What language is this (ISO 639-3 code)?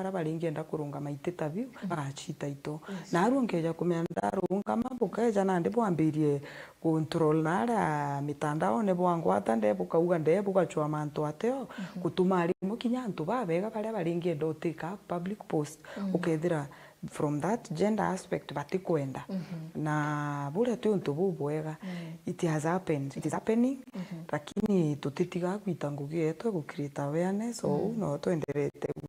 mer